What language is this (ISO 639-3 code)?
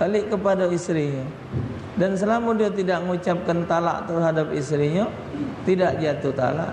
mui